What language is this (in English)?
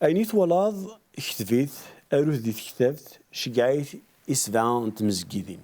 Kabyle